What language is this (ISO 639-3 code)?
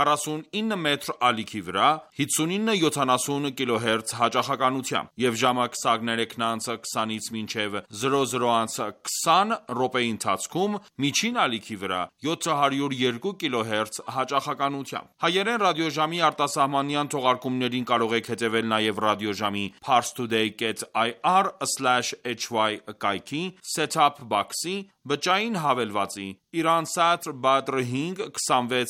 hye